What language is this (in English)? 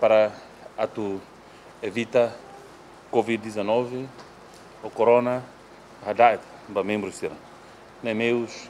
Tetum